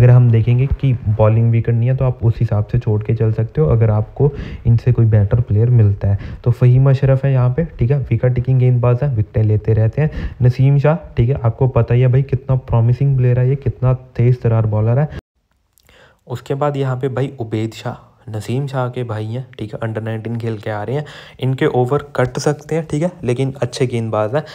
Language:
Hindi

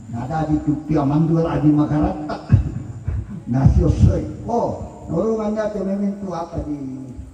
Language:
Toraja-Sa'dan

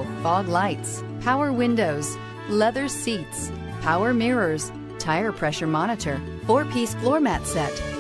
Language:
English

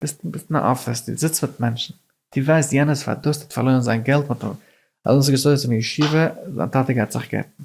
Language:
Yiddish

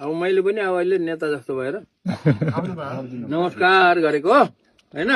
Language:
Nepali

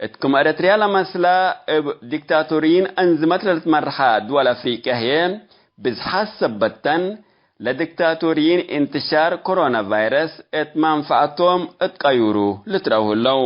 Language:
Tigre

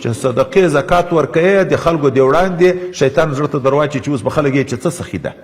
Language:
Pashto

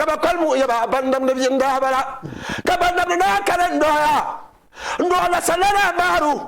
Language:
Dagbani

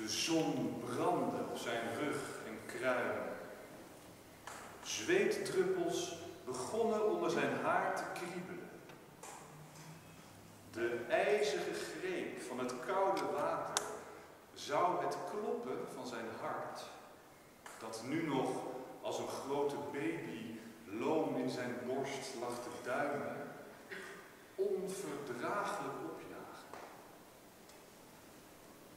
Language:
Dutch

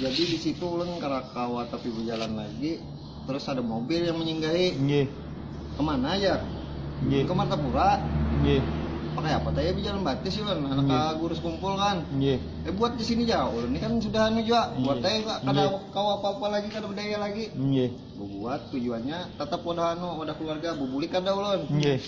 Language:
Banjar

